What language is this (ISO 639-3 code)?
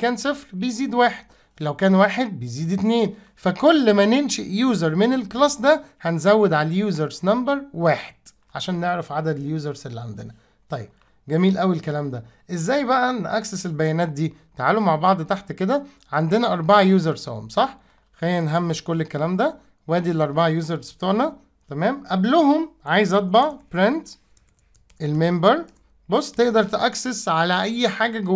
arz